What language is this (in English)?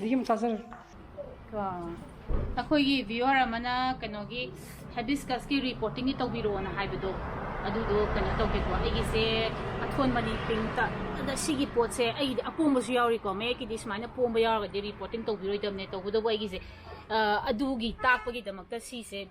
Manipuri